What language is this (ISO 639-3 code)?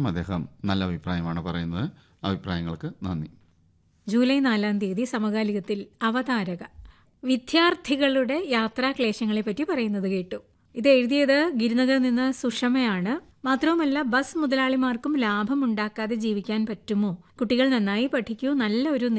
mal